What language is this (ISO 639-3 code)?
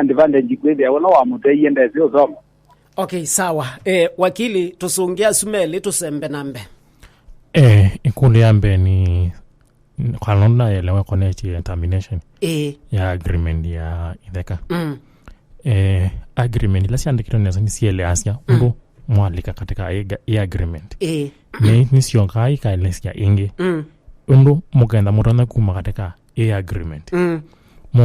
kam